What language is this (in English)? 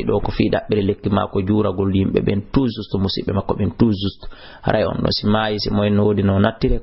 Fula